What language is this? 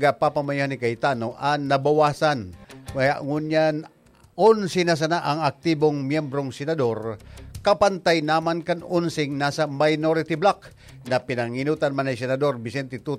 Bikol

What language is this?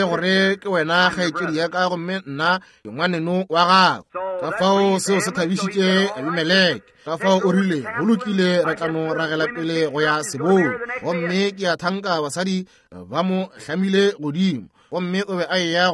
Northern Sotho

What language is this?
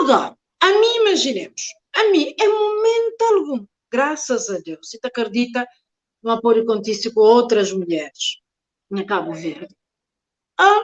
Kabuverdianu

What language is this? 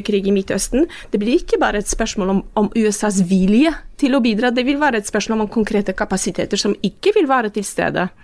Norwegian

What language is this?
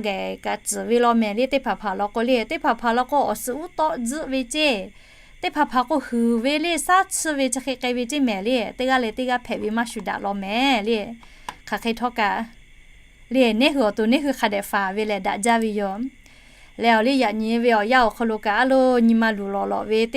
Lahu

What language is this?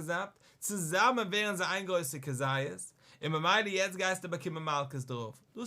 Yiddish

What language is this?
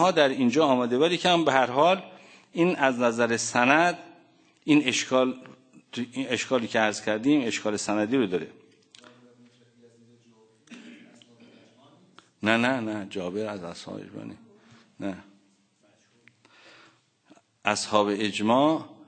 Persian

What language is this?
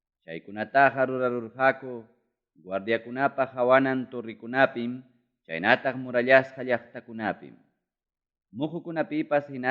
Ayacucho Quechua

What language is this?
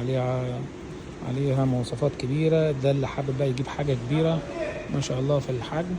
Egyptian Arabic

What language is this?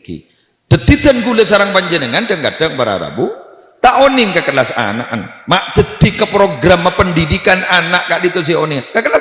Madurese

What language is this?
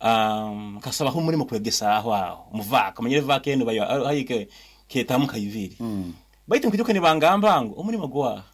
Nyoro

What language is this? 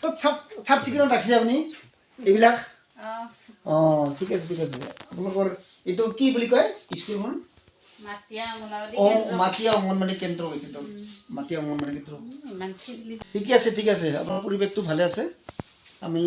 Assamese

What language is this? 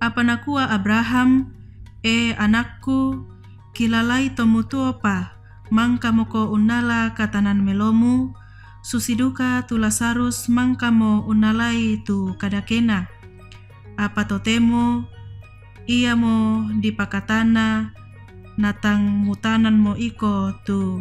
Toraja-Sa'dan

